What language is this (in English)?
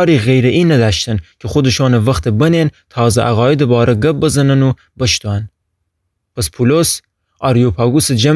Gilaki